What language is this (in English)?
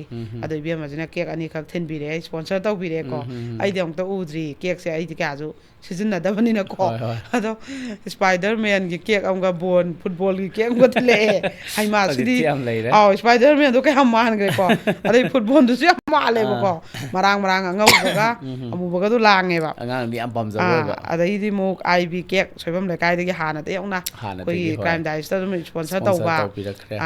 Manipuri